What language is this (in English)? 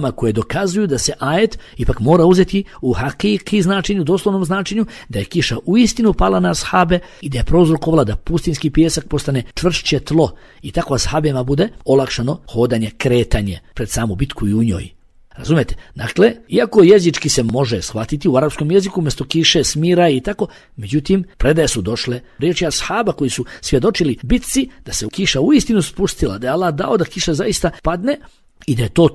Bosnian